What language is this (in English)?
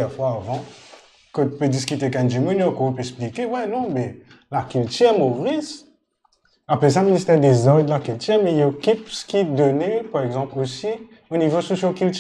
Morisyen